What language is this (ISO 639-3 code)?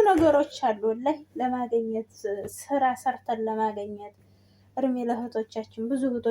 amh